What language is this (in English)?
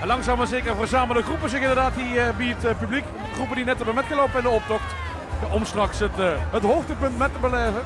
Limburgish